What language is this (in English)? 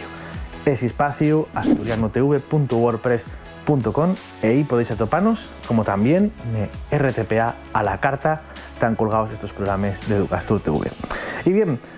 Asturian